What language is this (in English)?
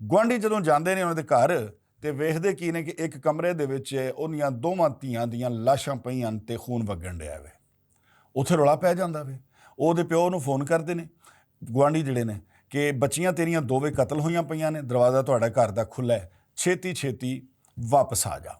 Western Panjabi